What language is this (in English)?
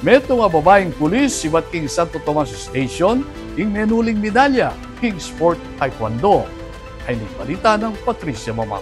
Pampanga